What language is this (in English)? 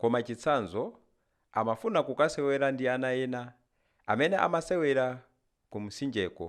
Nyanja